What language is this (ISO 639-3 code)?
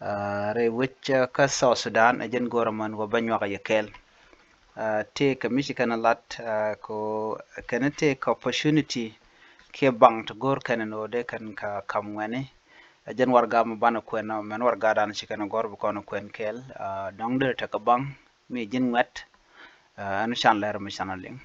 nus